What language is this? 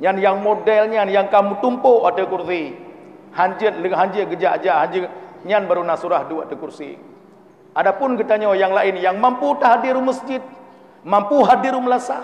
Achinese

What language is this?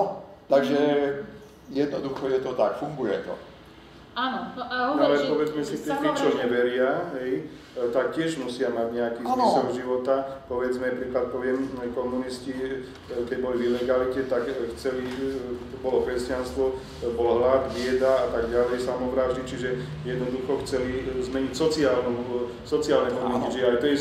Slovak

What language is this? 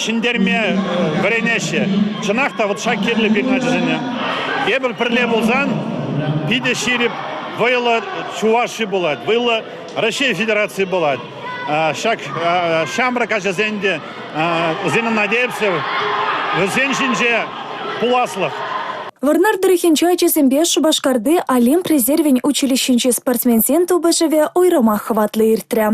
Chuvash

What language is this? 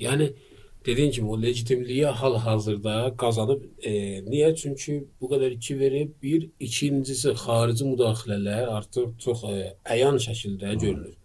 Azerbaijani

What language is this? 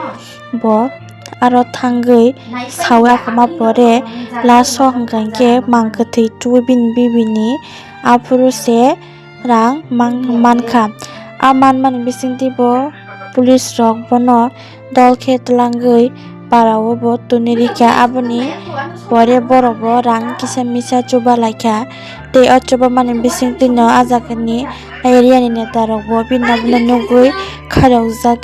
Kok Borok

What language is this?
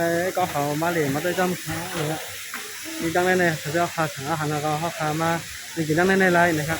Shan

